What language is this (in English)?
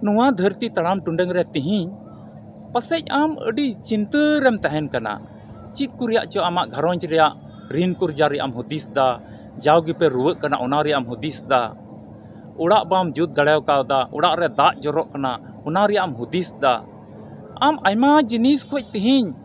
Santali